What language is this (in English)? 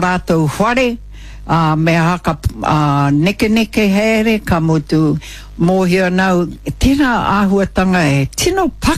Māori